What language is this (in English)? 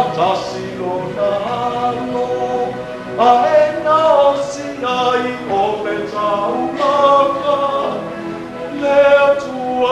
Samoan